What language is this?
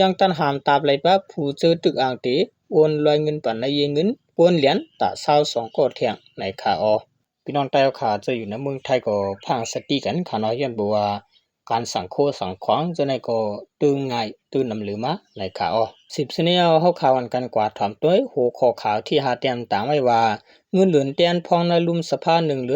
Shan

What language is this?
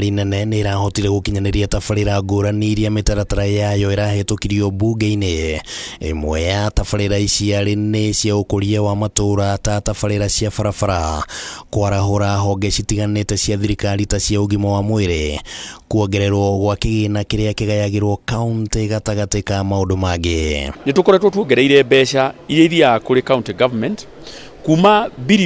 Kikuyu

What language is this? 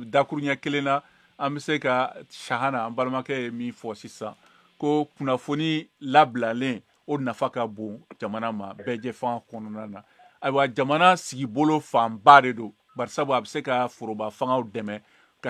Bambara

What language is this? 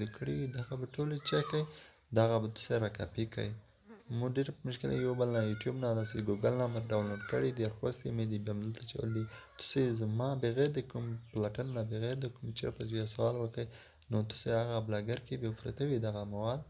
Pashto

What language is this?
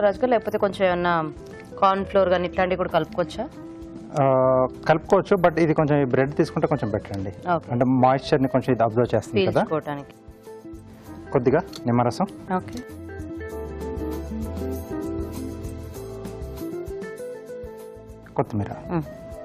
Telugu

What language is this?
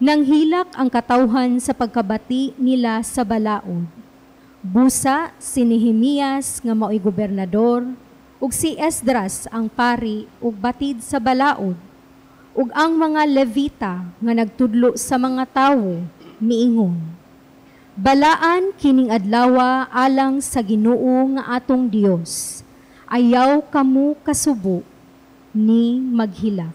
Cebuano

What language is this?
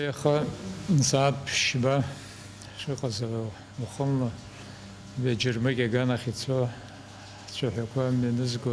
Abkhazian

